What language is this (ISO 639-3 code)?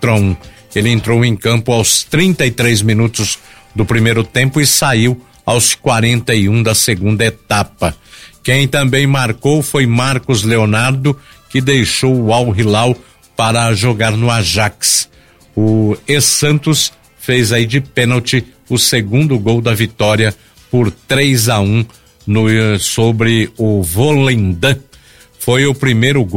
por